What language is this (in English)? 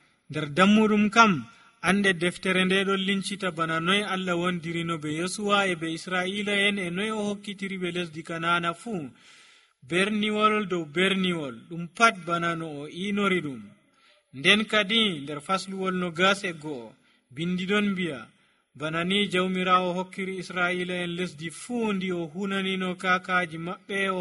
Nigerian Fulfulde